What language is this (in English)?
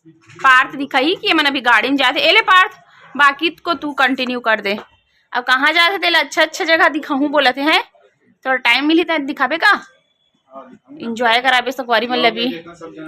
Chhattisgarhi